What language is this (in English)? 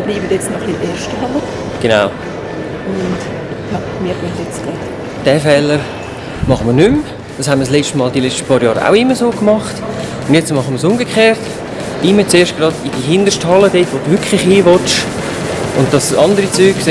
Swiss German